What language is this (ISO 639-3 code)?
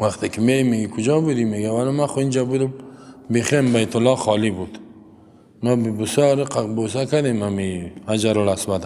fas